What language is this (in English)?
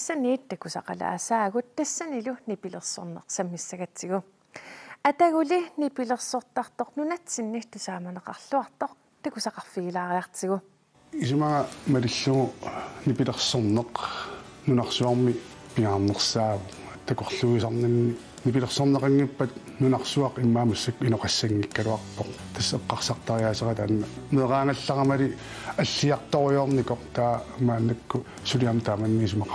Kalaallisut